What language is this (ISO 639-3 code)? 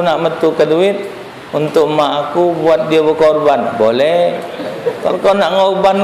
mui